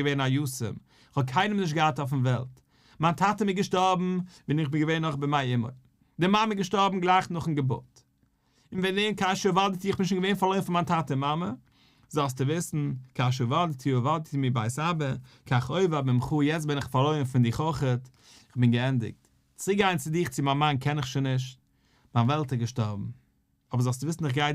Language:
Yiddish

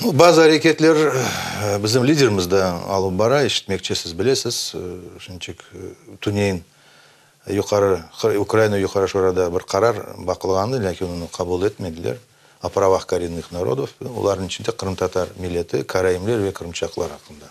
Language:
Crimean Tatar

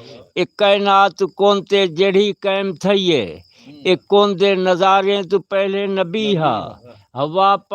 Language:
Saraiki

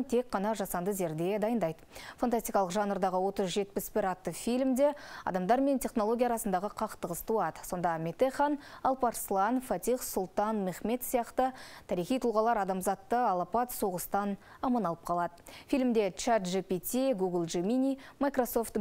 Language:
Kazakh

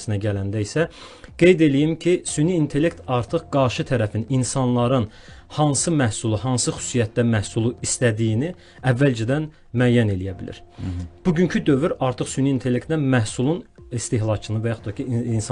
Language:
Azerbaijani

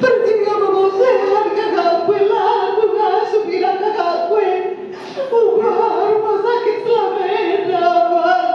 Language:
Batak Karo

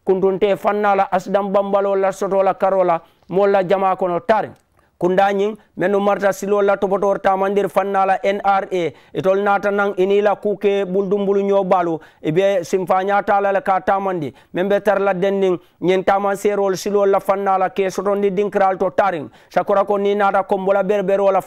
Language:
Mandingo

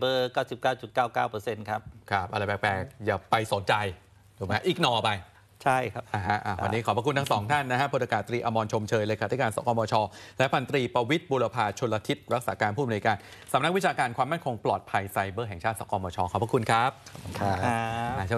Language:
Thai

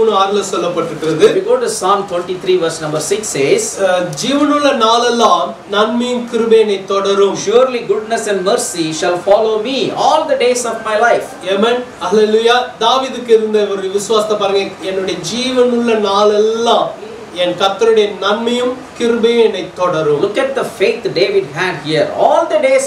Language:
Tamil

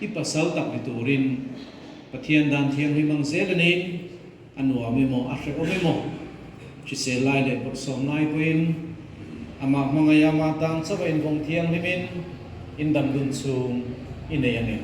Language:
Mizo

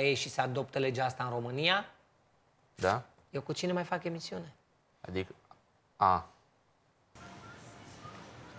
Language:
Romanian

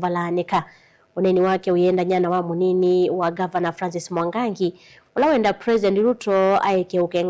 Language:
Kamba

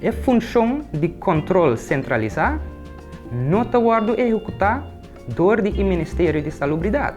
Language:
Papiamento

